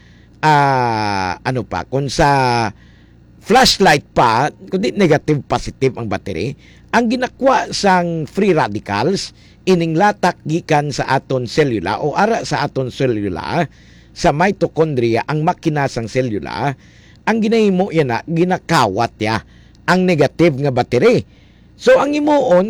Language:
Hiligaynon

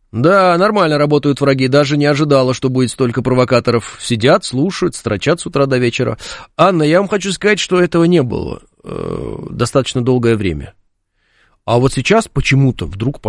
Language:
Russian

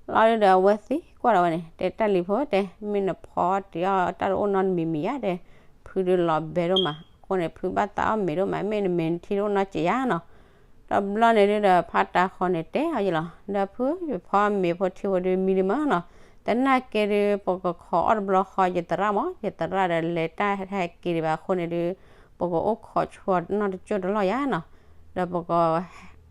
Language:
S'gaw Karen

